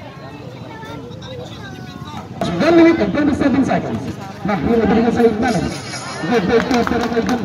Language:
Filipino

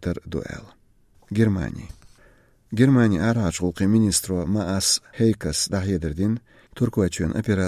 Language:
Chechen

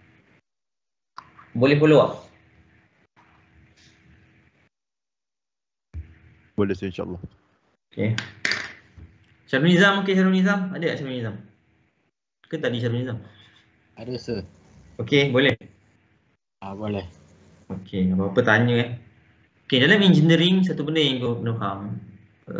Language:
Malay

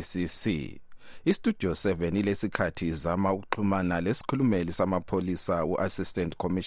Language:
North Ndebele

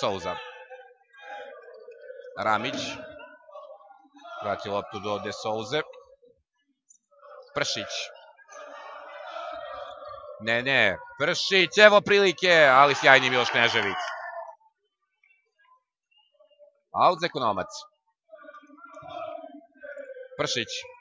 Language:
Serbian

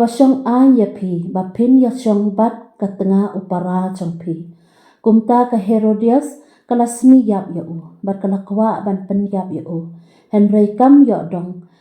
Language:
Khasi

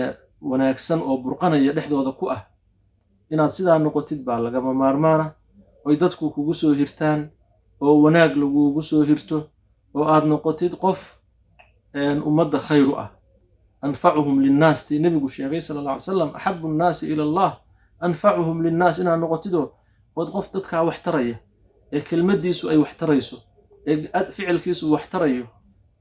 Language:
Somali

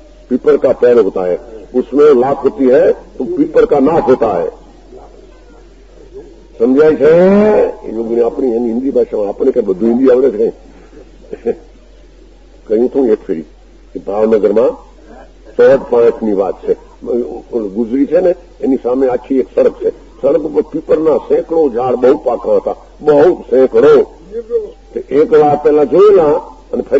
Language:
Gujarati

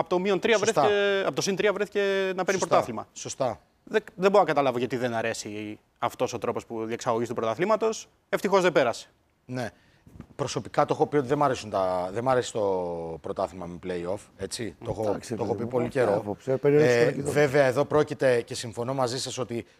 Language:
Greek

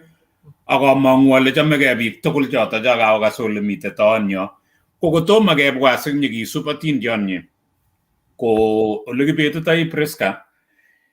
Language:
Kalenjin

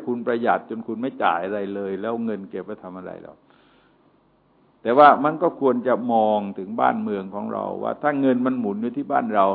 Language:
Thai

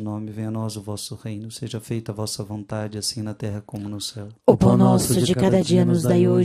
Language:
Portuguese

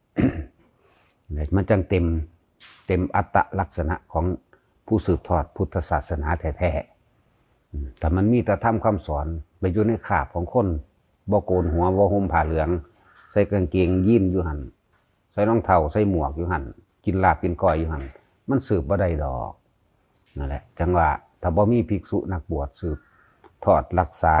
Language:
Lao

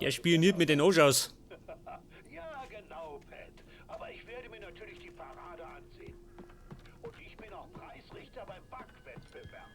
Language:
Bavarian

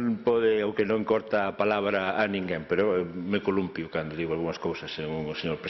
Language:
Galician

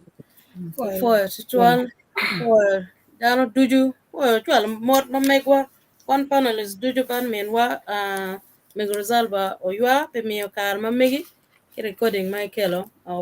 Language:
Acoli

